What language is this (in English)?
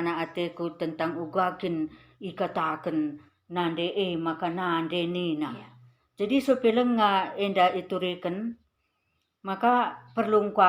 Batak Karo